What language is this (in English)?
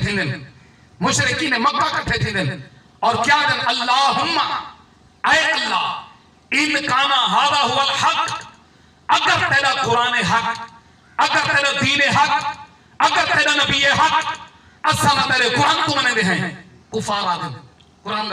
Saraiki